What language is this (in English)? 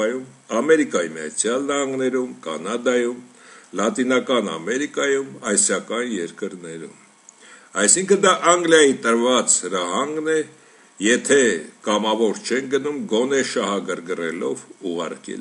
Armenian